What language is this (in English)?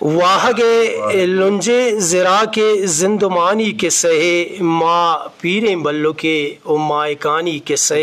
Eastern Balochi